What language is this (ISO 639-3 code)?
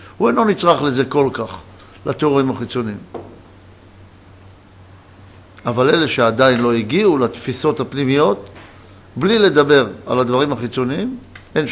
heb